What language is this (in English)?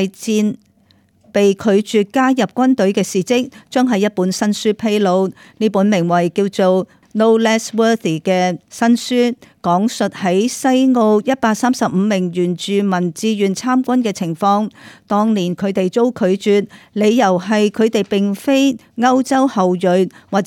Cantonese